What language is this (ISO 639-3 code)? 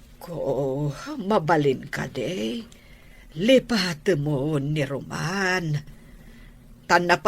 ilo